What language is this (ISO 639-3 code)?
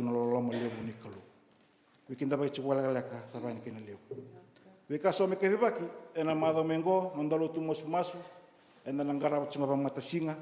fij